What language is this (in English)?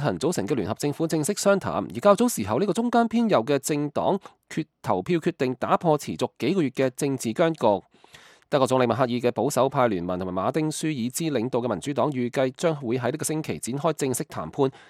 Cantonese